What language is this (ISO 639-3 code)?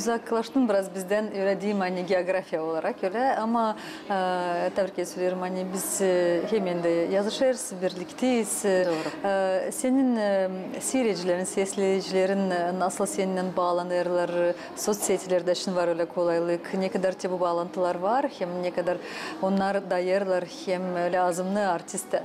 gag